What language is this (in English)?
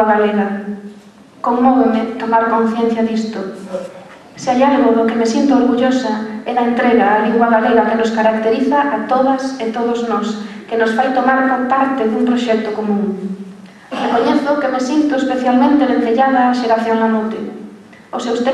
Galician